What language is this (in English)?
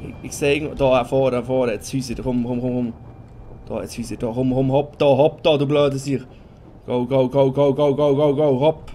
Swiss German